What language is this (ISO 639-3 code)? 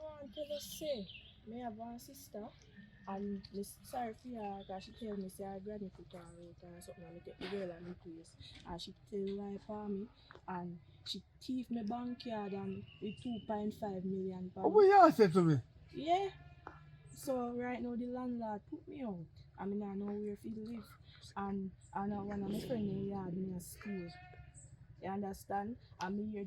jam